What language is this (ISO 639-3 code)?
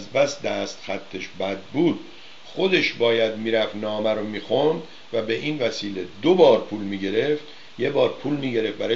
fas